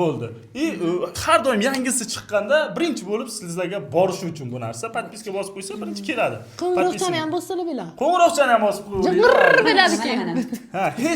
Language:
Uzbek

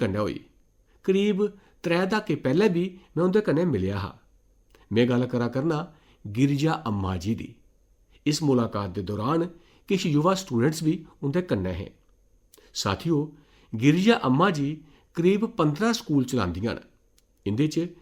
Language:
Dogri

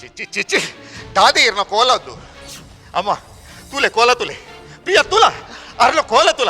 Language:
Tulu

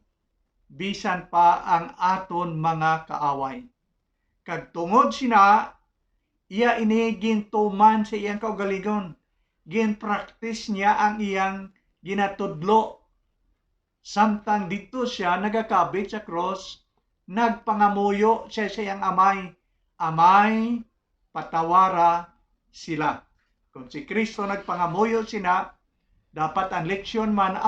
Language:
Hiligaynon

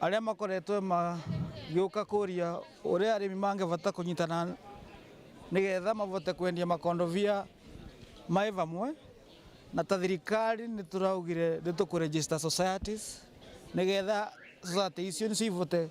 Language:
Meru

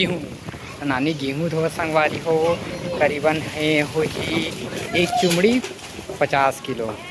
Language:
Chhattisgarhi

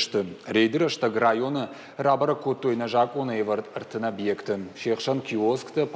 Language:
Ossetic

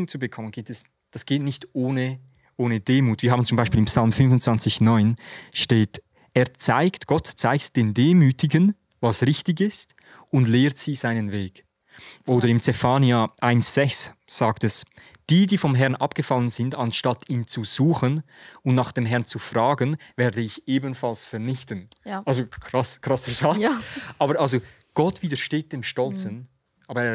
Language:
Swiss German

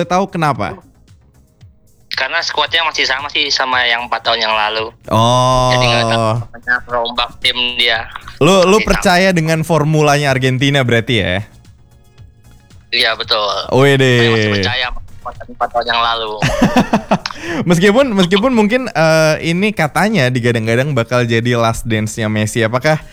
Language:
Indonesian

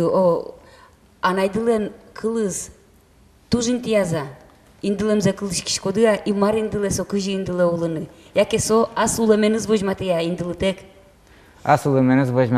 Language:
Udmurt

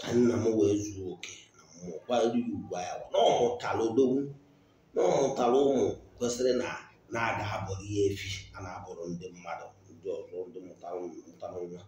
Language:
Igbo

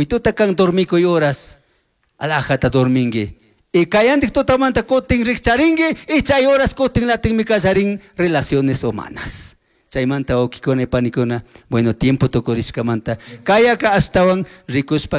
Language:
Chimborazo Highland Quichua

